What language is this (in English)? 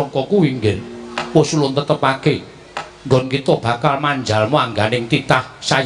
Javanese